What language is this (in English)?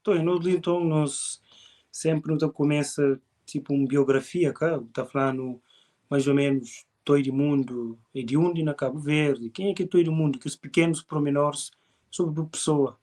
Kabuverdianu